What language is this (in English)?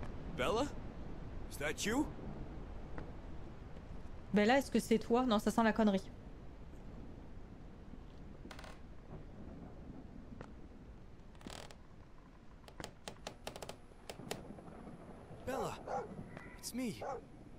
French